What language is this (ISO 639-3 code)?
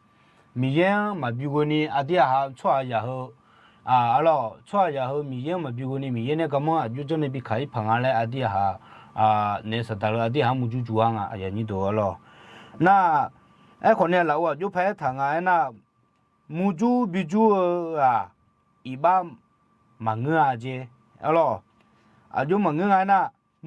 ahk